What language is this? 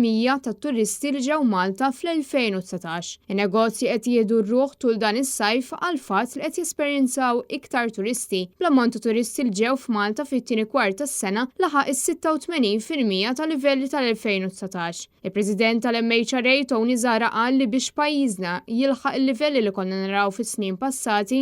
Maltese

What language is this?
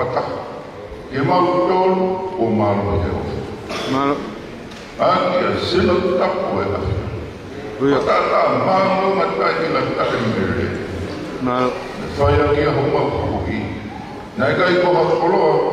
Tongan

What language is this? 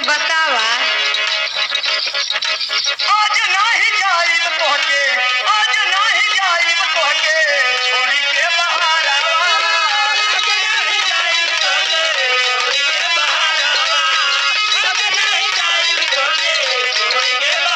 Bhojpuri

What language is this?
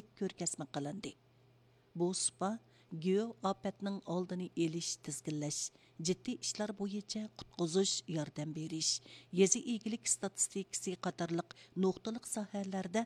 Uyghur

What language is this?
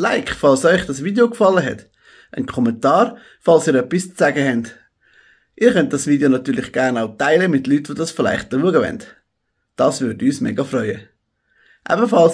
Swiss German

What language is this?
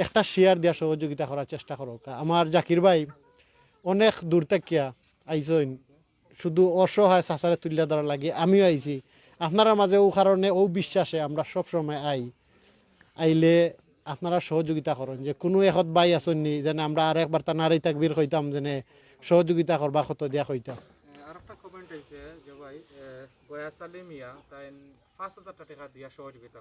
Sylheti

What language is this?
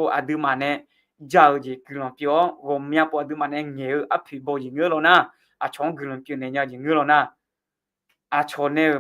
Akha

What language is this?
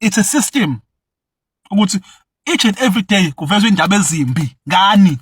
Zulu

